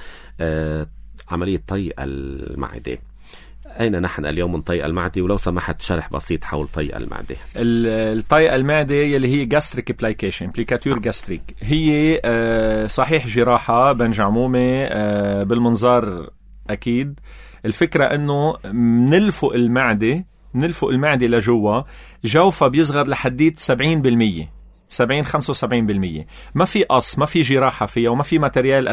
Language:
North Levantine Arabic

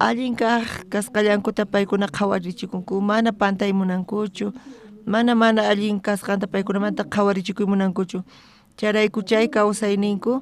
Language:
South Bolivian Quechua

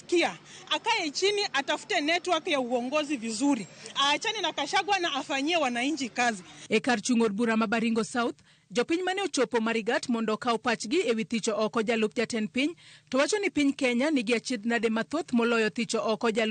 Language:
Luo (Kenya and Tanzania)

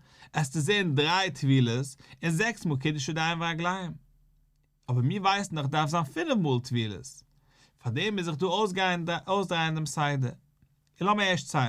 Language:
Yiddish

